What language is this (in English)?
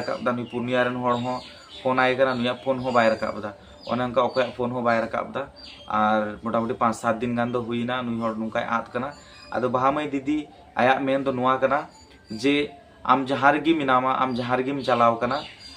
Santali